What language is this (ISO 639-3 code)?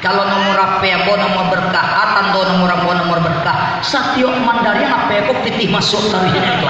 min